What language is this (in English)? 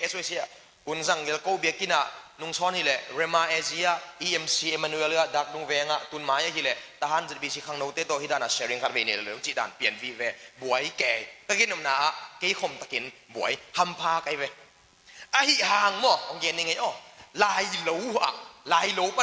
Tedim Chin